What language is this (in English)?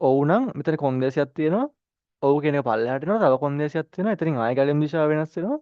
Sinhala